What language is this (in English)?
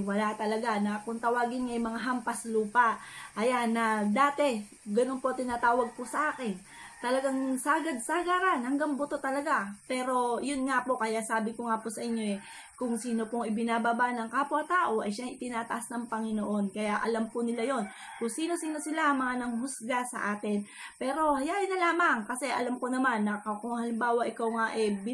Filipino